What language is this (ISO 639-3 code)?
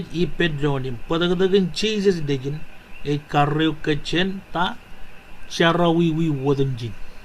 mah